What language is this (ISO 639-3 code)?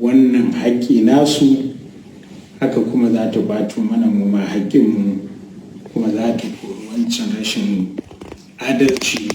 hau